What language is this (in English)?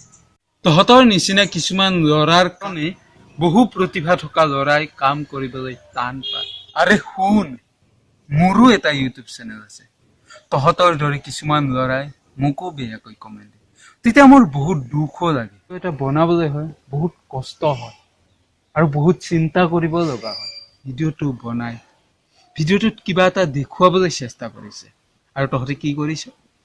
Assamese